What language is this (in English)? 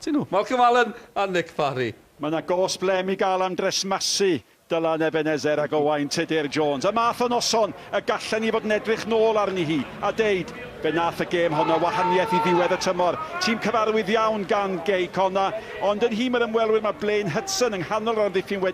Welsh